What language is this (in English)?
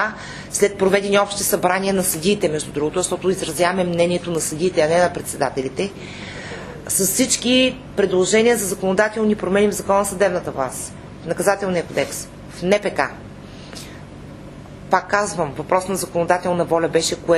Bulgarian